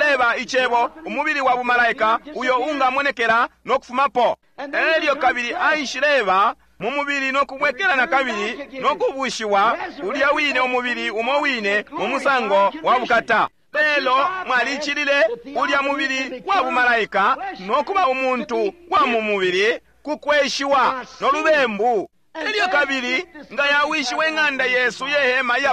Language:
Bemba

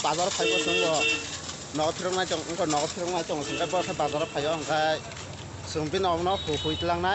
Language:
Kok Borok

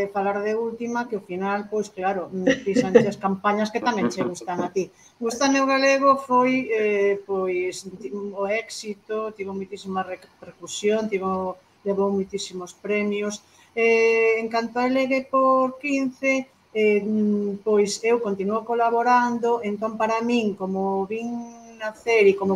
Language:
Galician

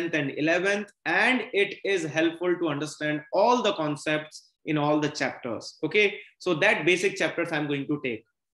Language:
English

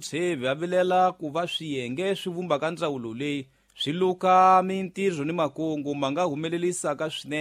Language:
Tsonga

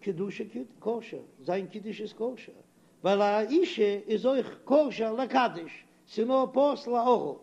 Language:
Yiddish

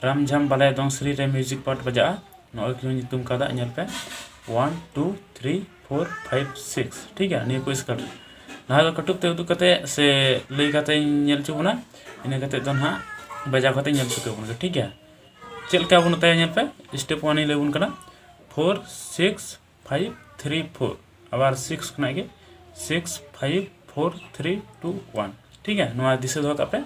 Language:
Santali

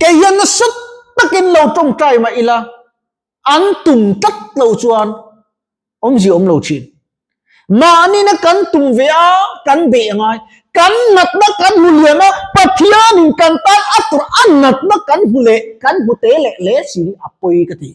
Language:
Mizo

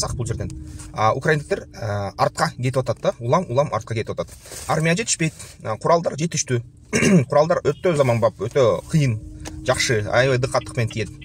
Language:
Kyrgyz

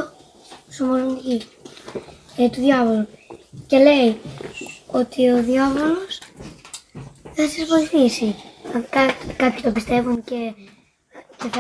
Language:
Greek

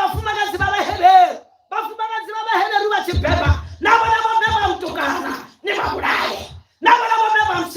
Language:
Venda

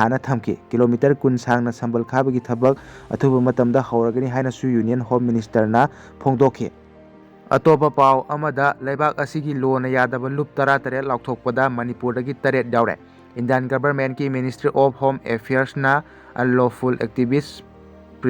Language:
Manipuri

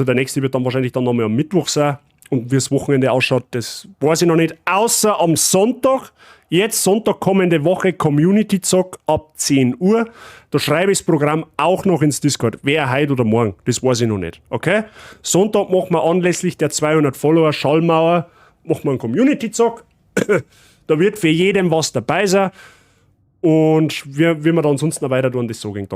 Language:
Bavarian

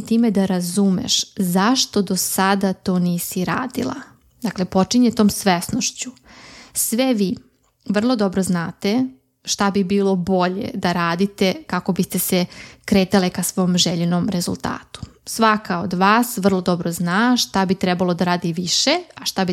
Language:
Serbian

